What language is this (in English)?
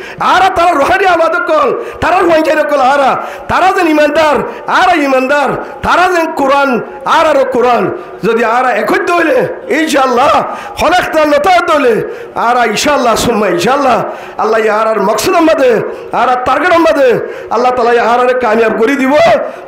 Rohingya